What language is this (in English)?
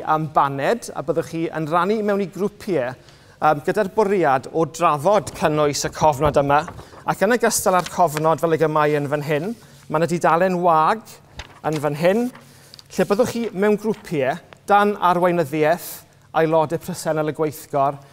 Welsh